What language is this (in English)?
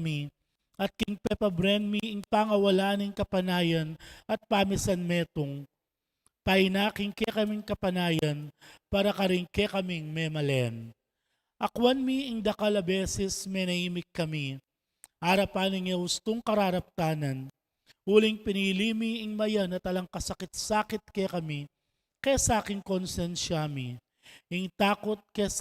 Pampanga